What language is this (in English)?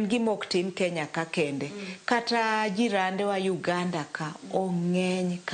Luo (Kenya and Tanzania)